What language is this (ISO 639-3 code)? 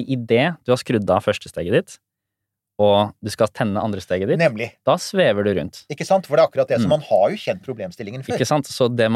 nor